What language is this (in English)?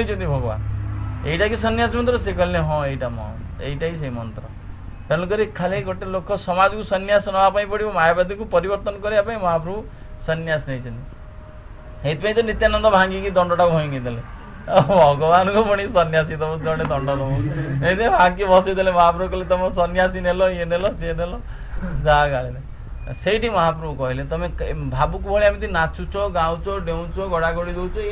Odia